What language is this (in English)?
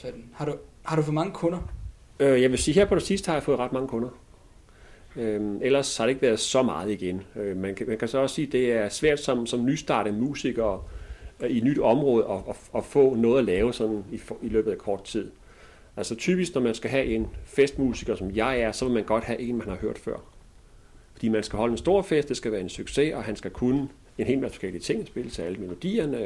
Danish